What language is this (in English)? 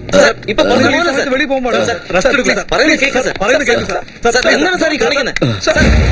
Malayalam